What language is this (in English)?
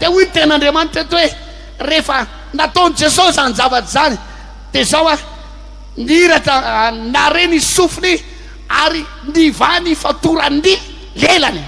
Malagasy